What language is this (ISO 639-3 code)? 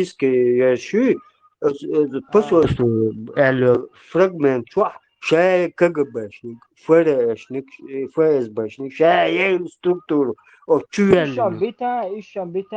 che